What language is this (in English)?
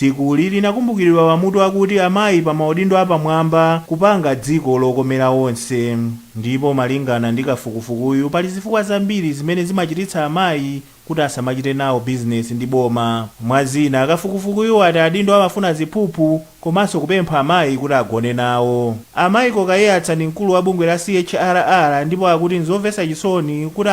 Nyanja